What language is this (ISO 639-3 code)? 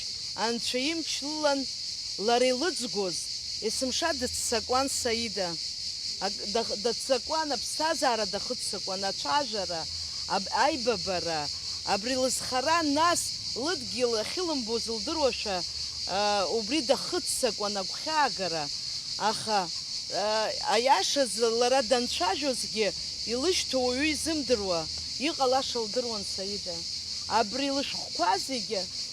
abk